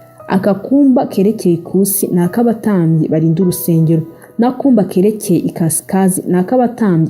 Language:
Kinyarwanda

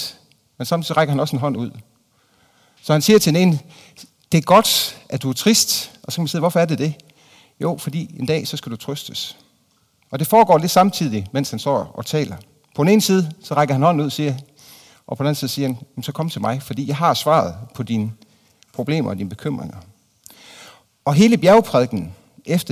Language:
Danish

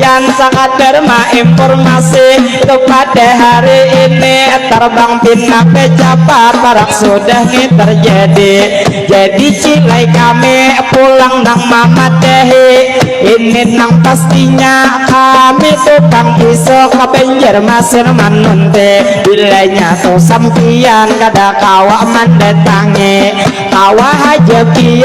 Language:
Banjar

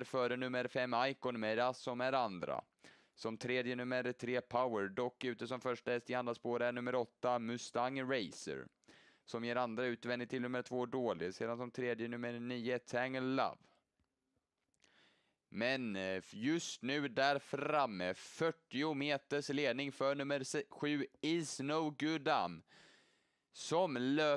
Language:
Swedish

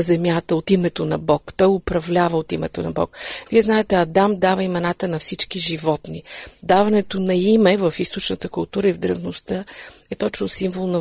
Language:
Bulgarian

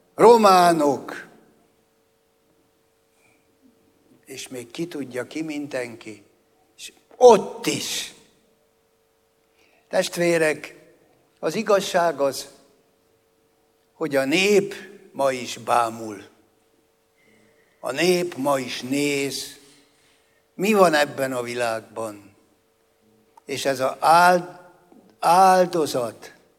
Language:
Hungarian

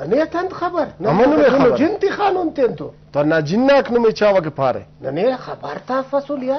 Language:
Brahui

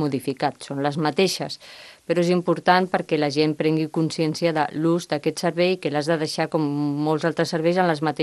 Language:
Catalan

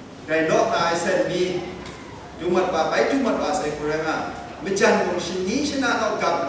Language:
Kachin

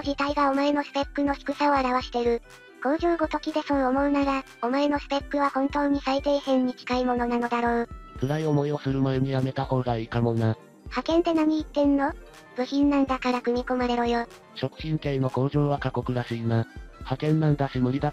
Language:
Japanese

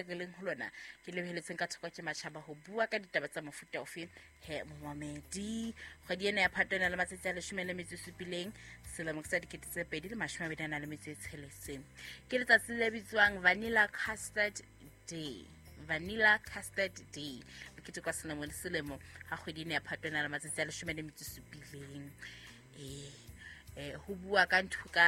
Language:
Southern Sotho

